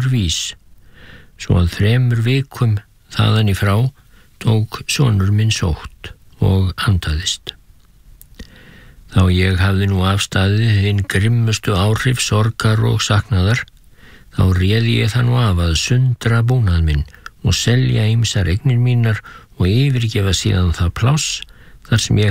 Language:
Icelandic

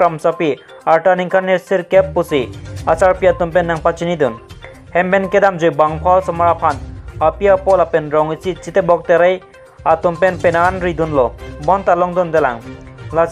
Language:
Karbi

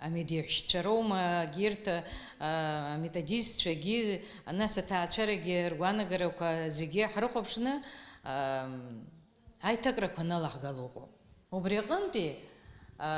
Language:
Abkhazian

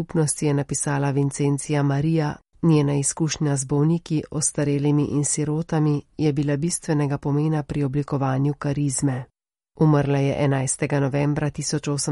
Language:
Slovenian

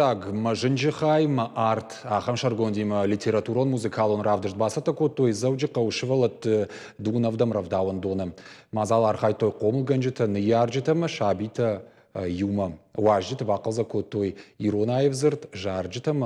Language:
Ossetic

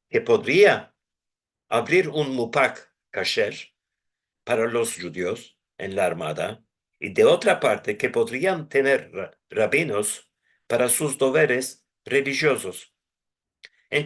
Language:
Ladino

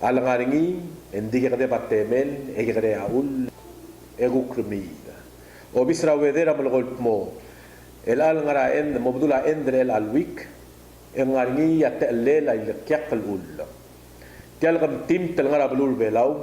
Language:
Palauan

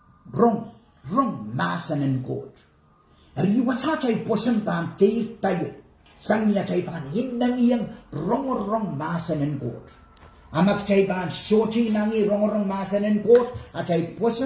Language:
Pohnpeian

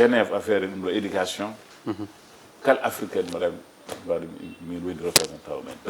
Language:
Fula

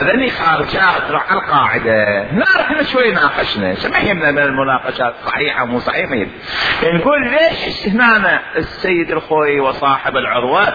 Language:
Mesopotamian Arabic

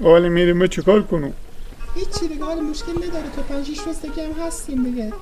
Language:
Persian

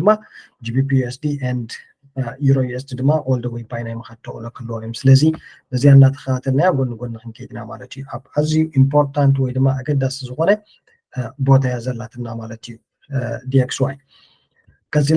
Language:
Tigrinya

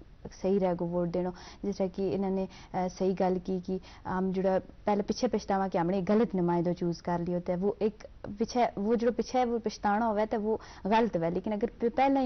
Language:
Gujari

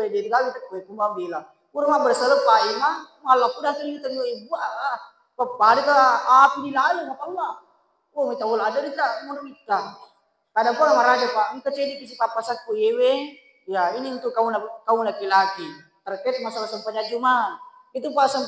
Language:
Buginese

